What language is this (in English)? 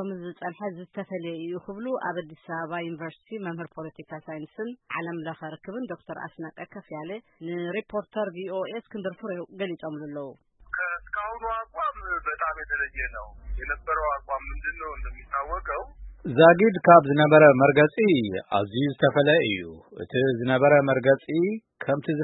Tigrinya